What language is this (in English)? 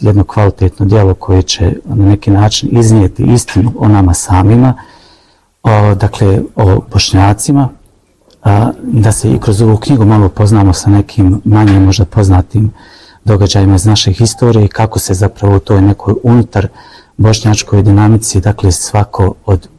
Bosnian